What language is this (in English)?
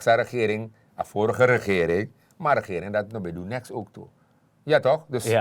Sranan Tongo